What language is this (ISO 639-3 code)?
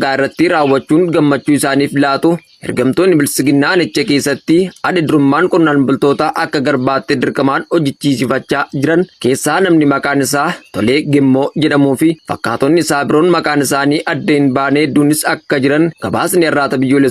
orm